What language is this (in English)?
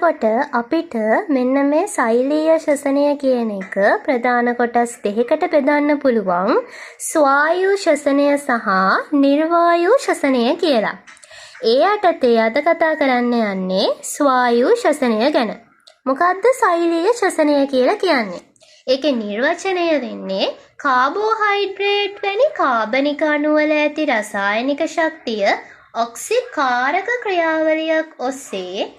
Sinhala